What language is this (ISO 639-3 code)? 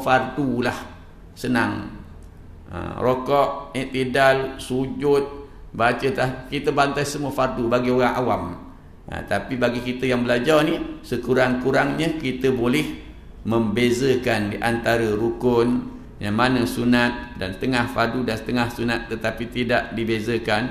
msa